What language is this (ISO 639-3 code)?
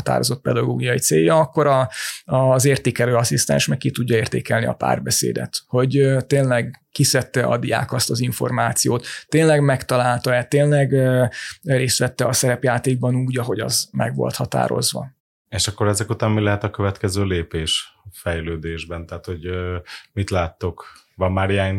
hun